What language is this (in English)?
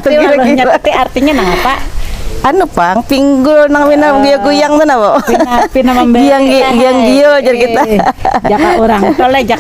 Banjar